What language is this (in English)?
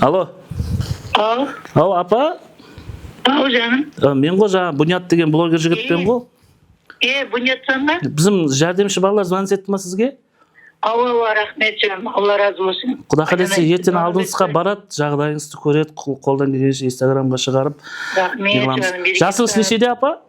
Kara-Kalpak